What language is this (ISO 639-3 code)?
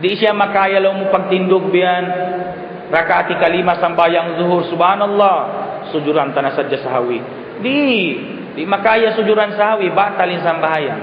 tsg